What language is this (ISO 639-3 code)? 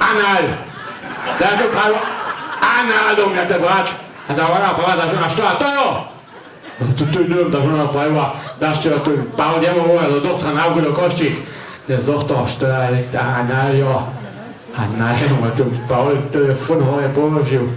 hsb